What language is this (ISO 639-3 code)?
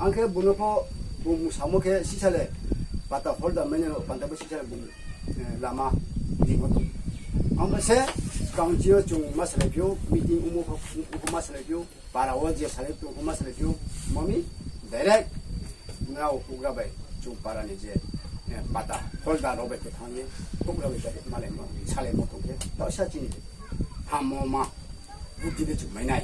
ria